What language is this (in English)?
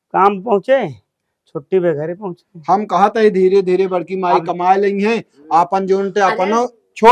Awadhi